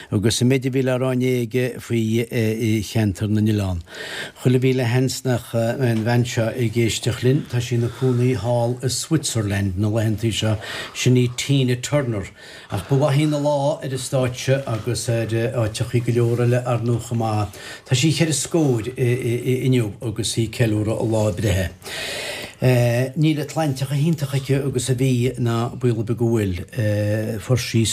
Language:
Irish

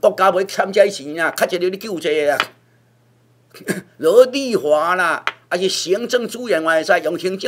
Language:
Min Nan Chinese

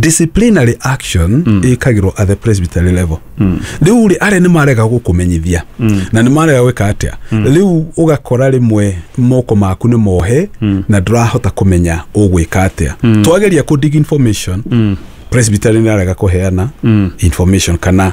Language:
Kikuyu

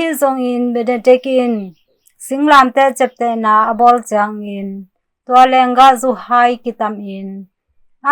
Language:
Tedim Chin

